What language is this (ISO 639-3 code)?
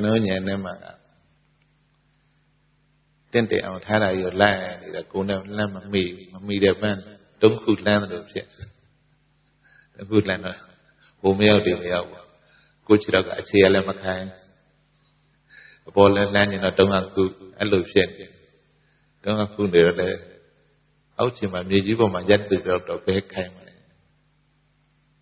mya